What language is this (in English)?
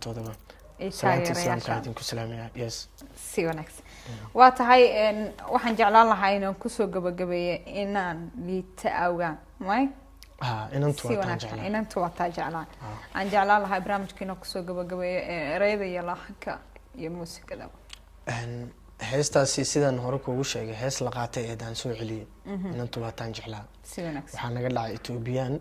Somali